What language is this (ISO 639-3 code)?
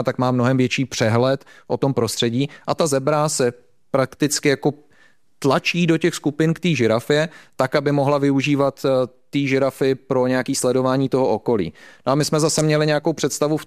ces